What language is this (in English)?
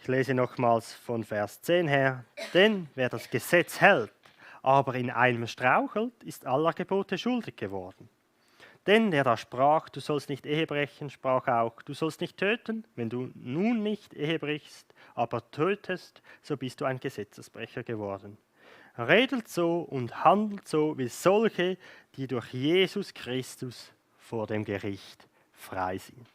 Swiss German